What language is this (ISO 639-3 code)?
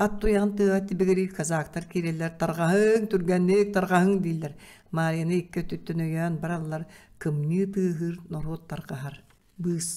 sah